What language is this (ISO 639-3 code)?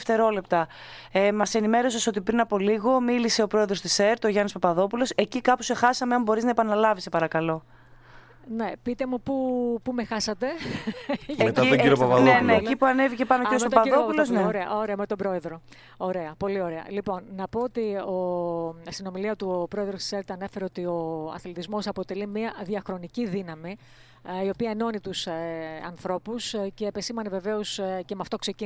ell